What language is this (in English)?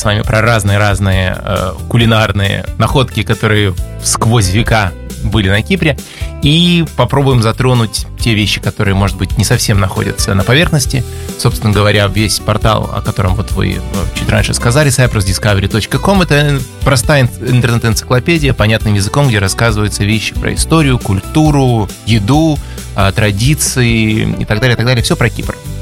Russian